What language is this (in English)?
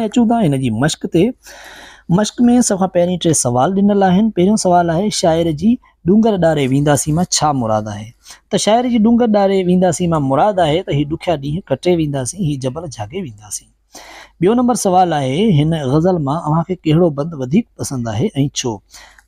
Sindhi